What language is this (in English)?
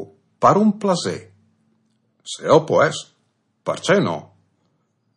Friulian